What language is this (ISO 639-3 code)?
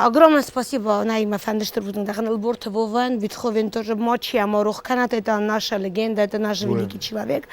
oss